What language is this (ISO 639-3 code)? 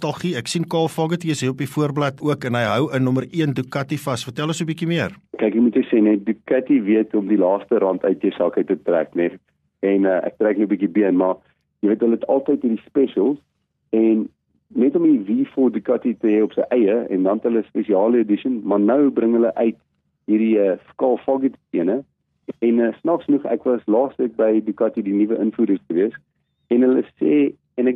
afr